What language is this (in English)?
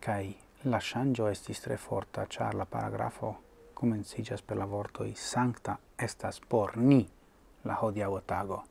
Esperanto